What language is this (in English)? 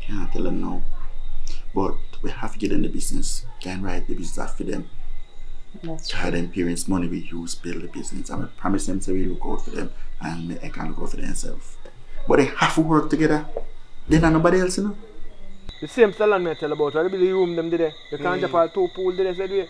Jamaican Creole English